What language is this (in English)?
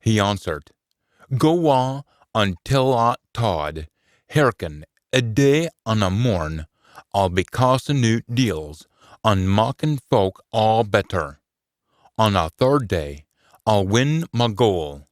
Scots